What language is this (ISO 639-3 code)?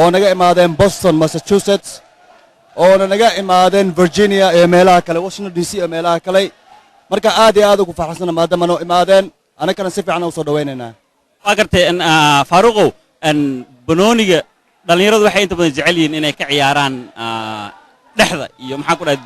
som